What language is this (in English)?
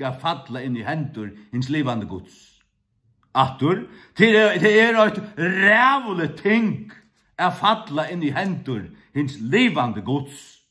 Faroese